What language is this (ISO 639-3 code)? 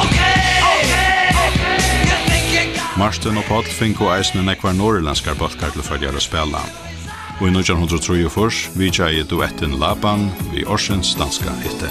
fao